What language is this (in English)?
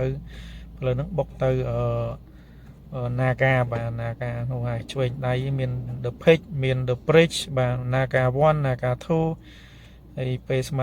Khmer